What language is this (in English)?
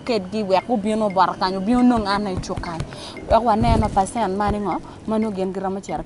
Acoli